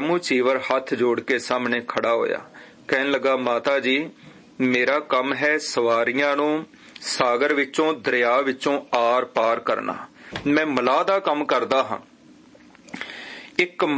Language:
Punjabi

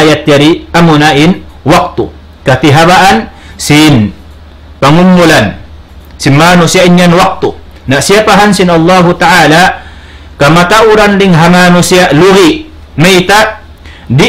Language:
Tausug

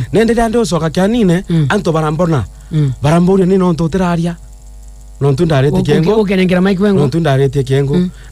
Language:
Meru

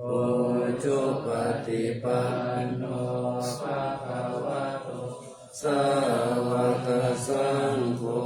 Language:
Pali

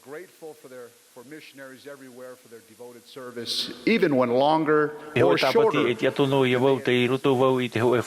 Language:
Tahitian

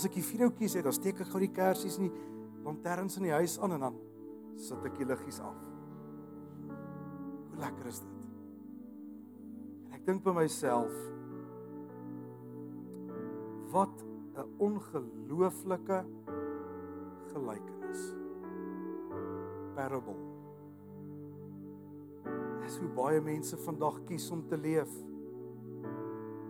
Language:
Afrikaans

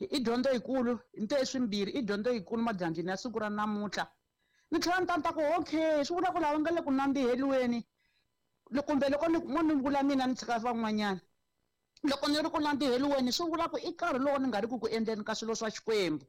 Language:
Tsonga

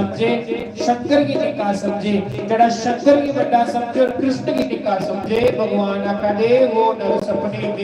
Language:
Dogri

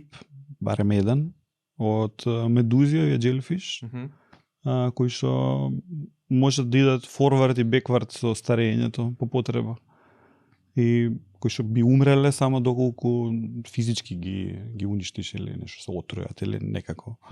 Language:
Macedonian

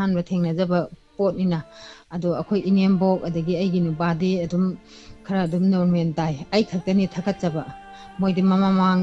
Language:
Manipuri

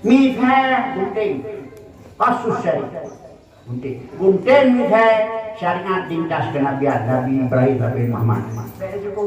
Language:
Achinese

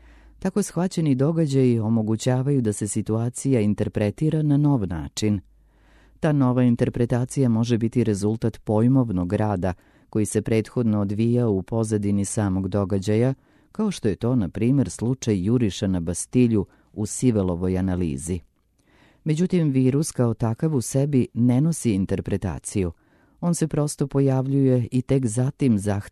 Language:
Serbian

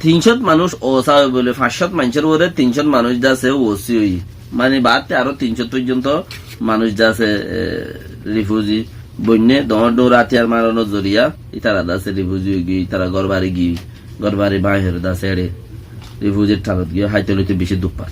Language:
Rohingya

